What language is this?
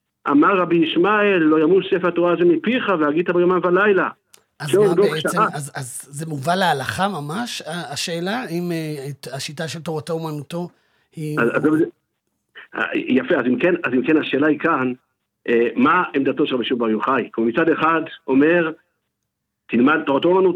Hebrew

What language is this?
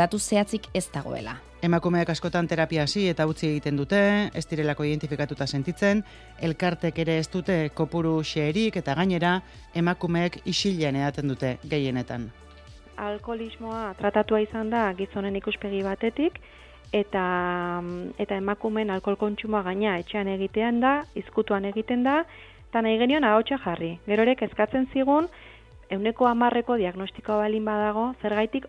Basque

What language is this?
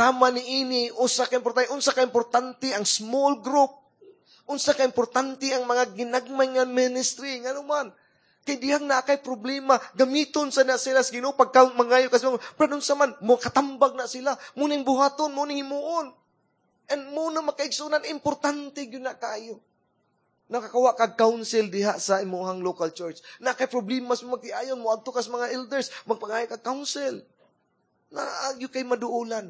Cebuano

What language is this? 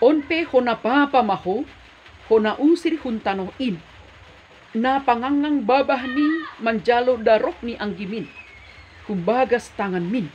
Batak Simalungun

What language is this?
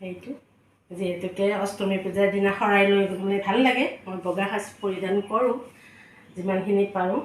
Assamese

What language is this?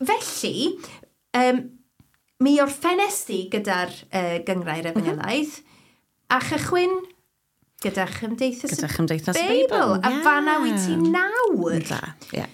Welsh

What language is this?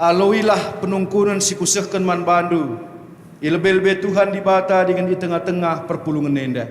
Batak Karo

